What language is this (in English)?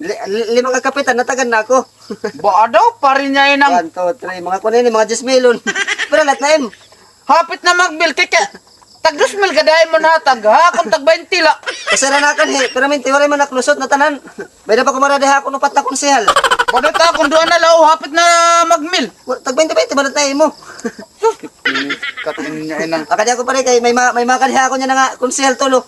Waray